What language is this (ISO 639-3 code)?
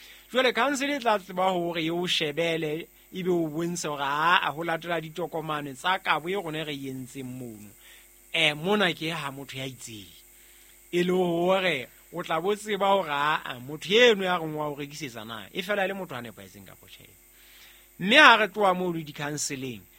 sot